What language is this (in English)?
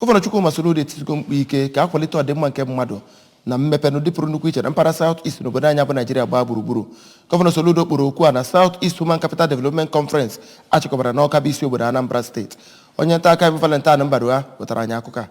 Igbo